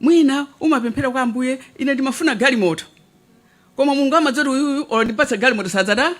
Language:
Nyanja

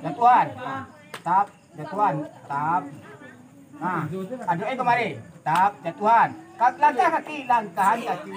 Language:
Minangkabau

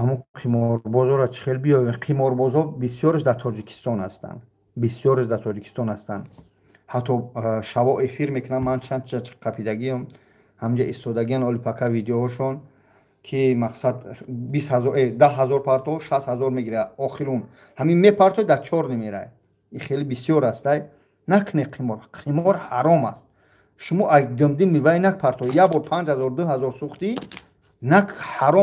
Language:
Tajik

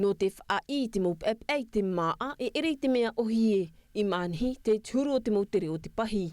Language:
Tahitian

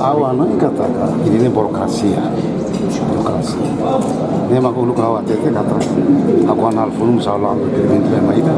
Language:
Tetum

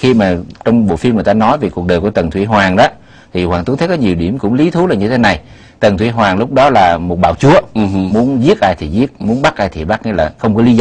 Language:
Vietnamese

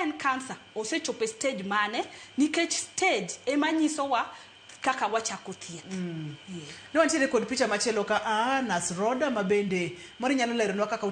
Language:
Luo (Kenya and Tanzania)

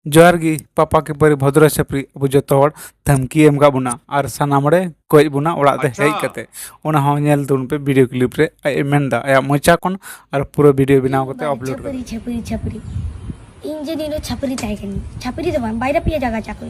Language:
Santali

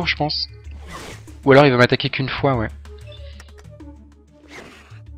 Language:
French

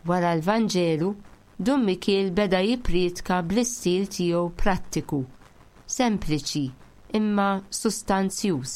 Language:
Maltese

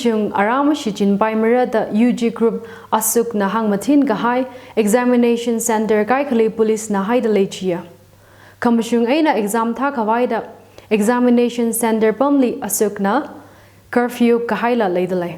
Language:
Tangkhul Naga (India)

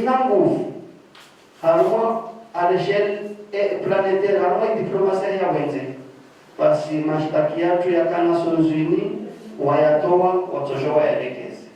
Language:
Ngazidja Comorian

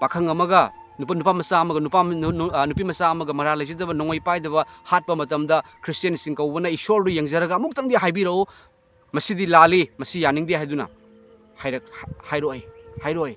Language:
Manipuri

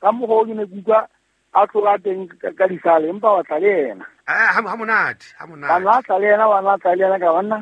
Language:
Southern Sotho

